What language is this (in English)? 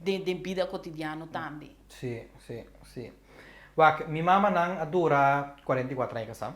Papiamento